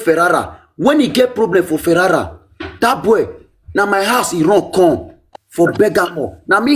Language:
Nigerian Pidgin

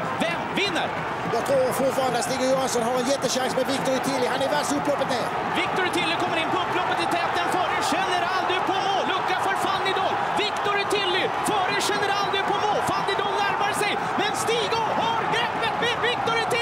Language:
Swedish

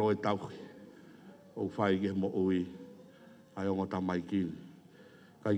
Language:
Tongan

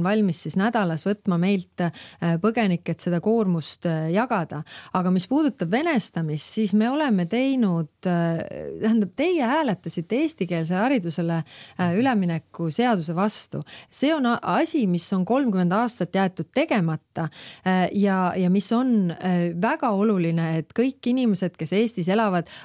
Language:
Estonian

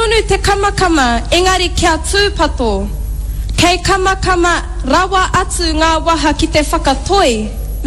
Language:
Māori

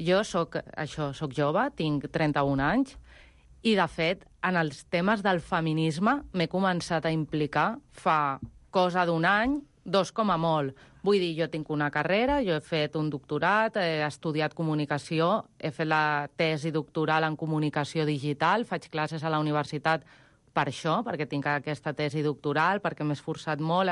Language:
Catalan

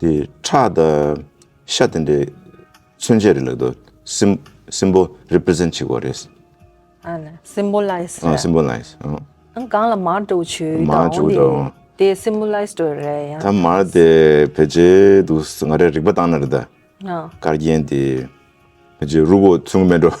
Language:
Tibetan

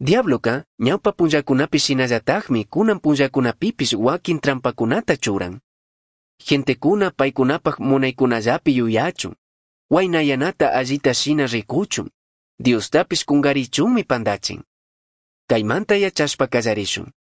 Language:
Chimborazo Highland Quichua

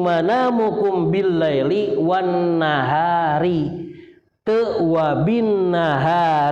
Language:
Sundanese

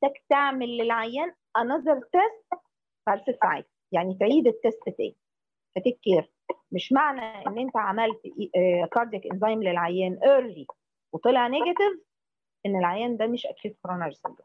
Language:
Egyptian Arabic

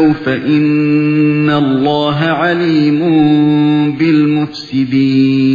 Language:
Uyghur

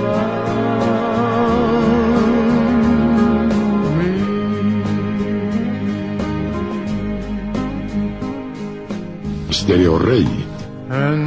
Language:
English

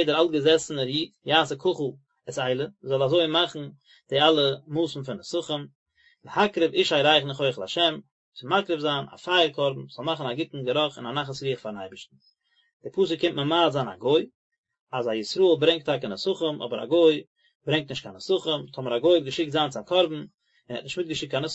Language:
Yiddish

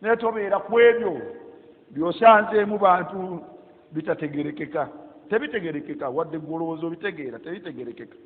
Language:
Ganda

